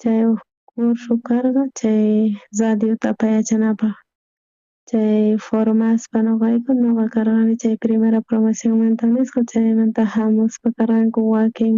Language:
South Bolivian Quechua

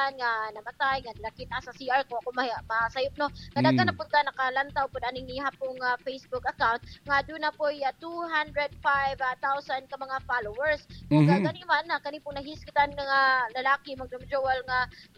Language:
Cebuano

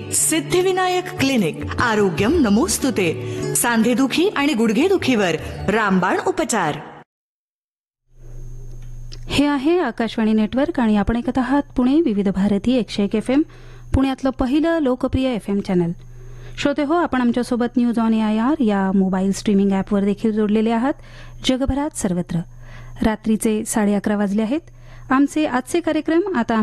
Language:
Marathi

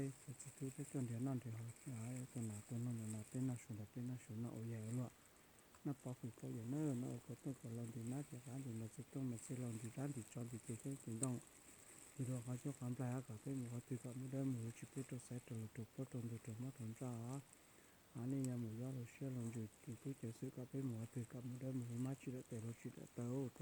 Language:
Hmong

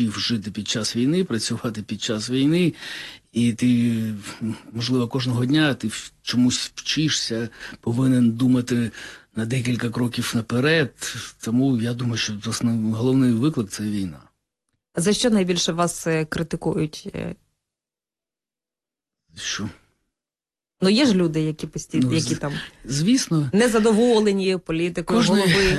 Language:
Ukrainian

